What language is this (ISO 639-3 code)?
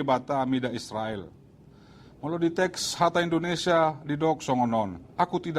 bbc